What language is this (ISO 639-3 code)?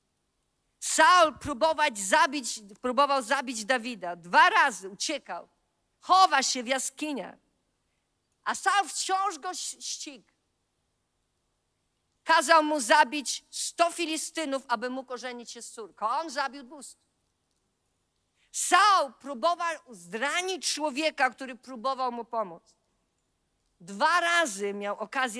pol